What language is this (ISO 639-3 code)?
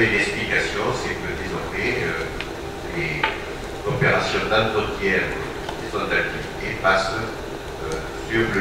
fra